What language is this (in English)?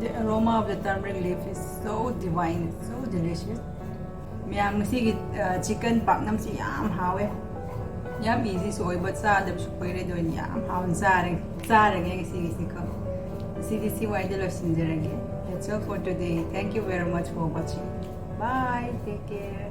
Manipuri